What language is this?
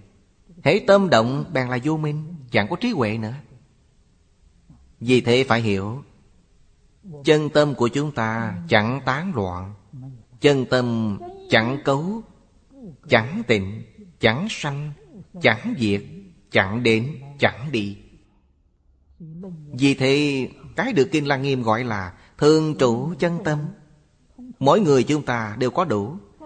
Vietnamese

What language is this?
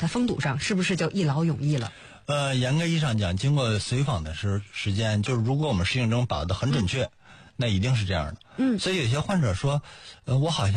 Chinese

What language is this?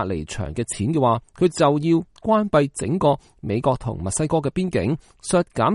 Cantonese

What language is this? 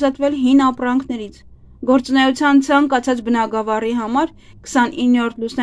Armenian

